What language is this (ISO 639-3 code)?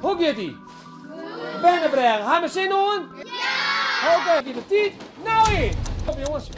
fry